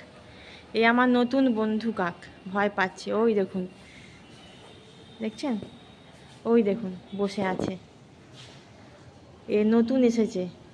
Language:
Bangla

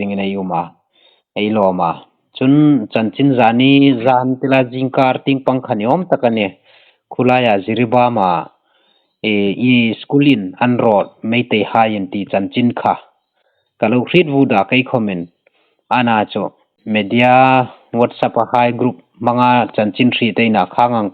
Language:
Hmar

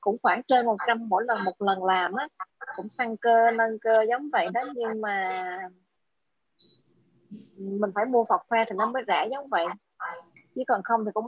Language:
Vietnamese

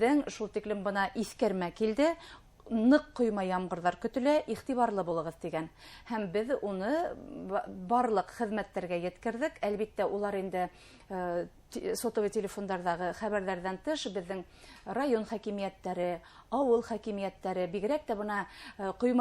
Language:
Bashkir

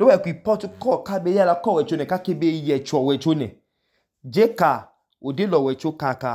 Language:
Idoma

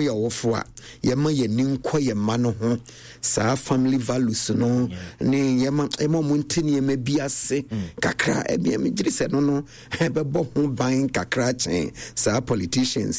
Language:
Akan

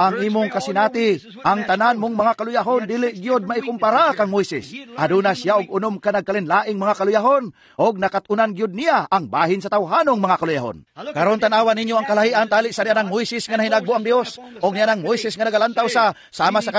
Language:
Cebuano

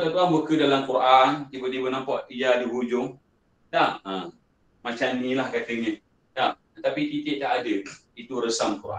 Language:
Malay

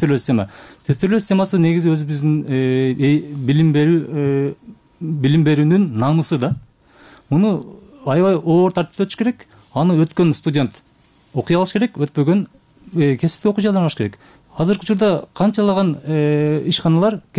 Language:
Kyrgyz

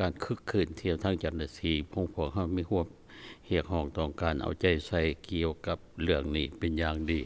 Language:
Lao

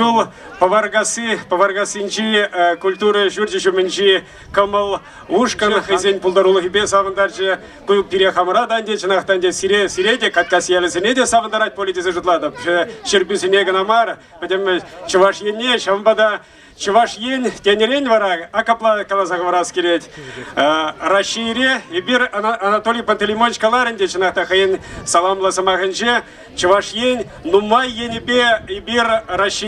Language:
Chuvash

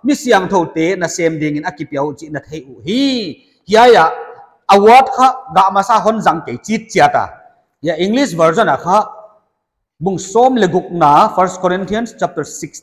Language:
Paite Chin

